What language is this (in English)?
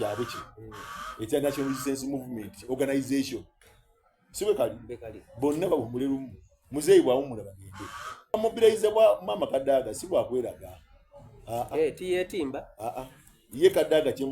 Soga